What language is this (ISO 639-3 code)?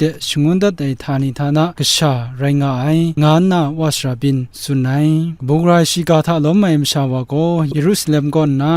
kac